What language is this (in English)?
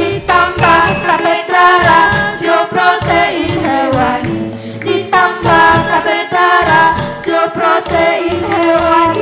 Minangkabau